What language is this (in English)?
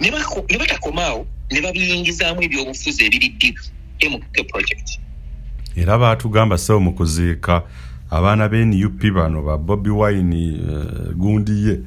Ganda